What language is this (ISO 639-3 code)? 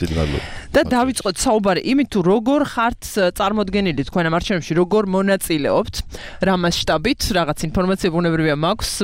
kat